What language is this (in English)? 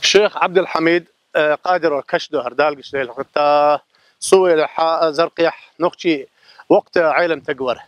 Chechen